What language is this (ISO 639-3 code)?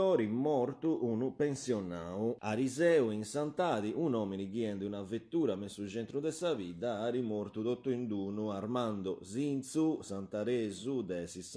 srd